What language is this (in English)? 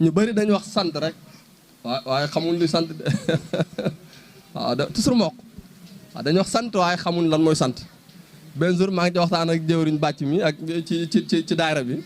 Wolof